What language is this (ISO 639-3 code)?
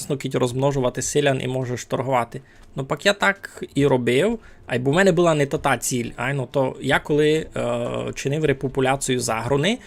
rue